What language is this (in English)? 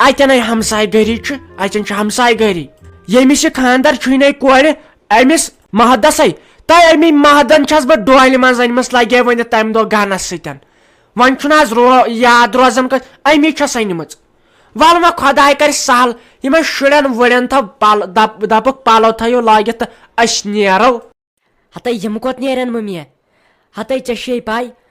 Kashmiri